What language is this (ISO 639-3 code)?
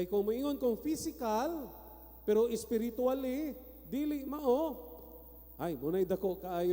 ceb